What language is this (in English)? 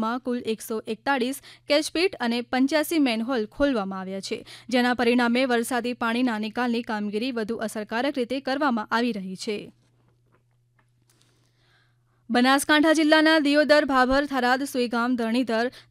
Gujarati